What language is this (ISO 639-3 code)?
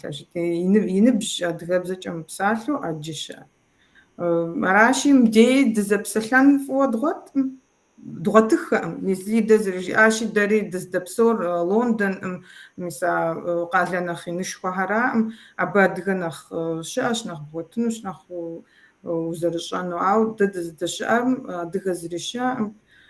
kbd